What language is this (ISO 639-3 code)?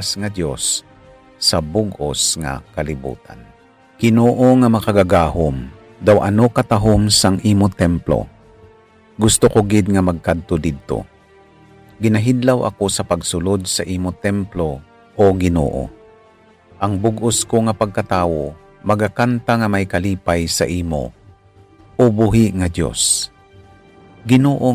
hil